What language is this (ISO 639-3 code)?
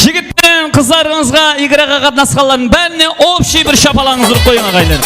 kaa